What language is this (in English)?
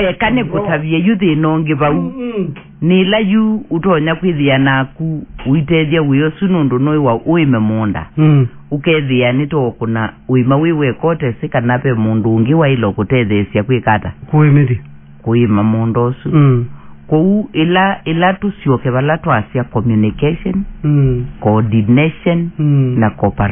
Kamba